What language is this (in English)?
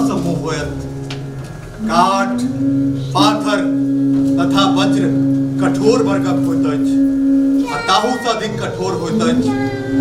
Maithili